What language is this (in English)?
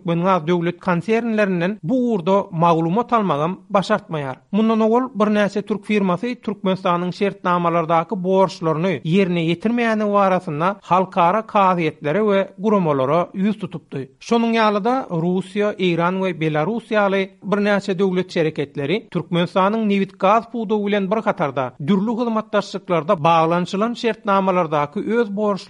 Turkmen